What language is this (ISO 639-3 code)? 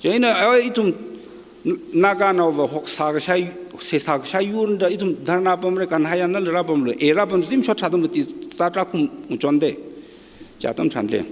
nmf